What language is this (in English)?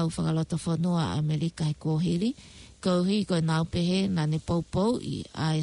Tongan